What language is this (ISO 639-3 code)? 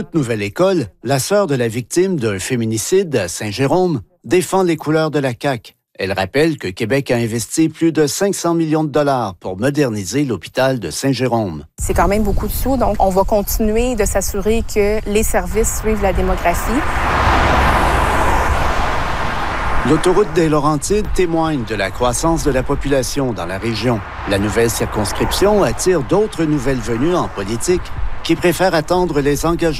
fra